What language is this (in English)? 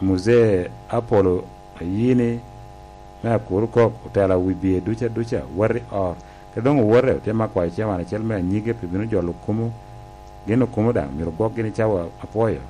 Lango (Uganda)